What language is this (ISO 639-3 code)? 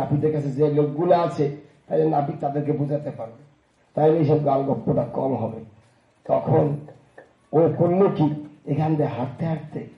ben